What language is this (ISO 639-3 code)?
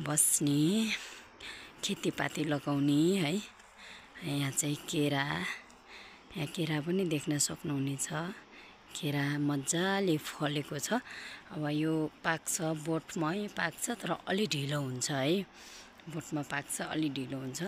nep